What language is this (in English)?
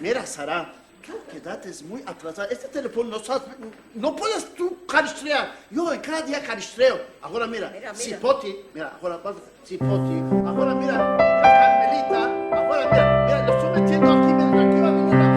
Ladino